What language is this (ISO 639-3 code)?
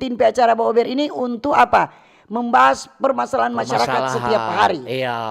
xmm